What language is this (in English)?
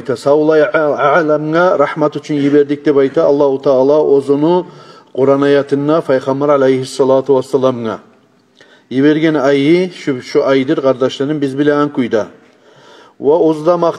Kumyk